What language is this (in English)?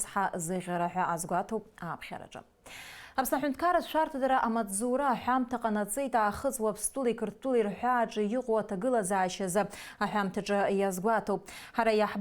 Abkhazian